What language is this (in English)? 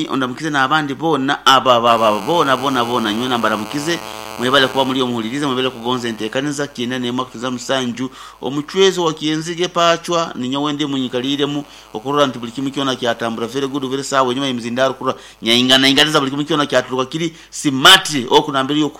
Nyoro